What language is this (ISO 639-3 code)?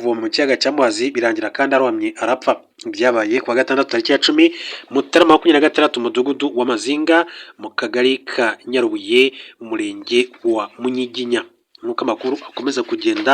kin